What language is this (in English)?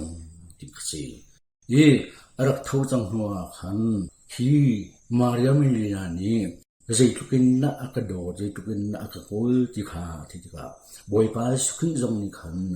Hakha Chin